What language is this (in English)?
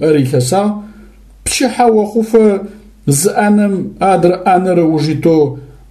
Adyghe